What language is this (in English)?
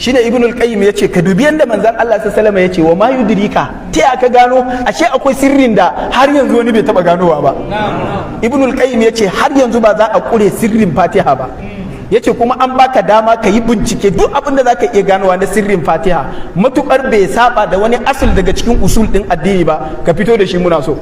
Hausa